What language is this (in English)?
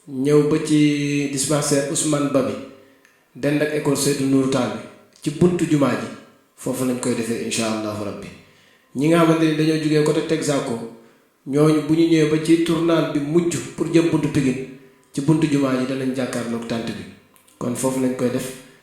Wolof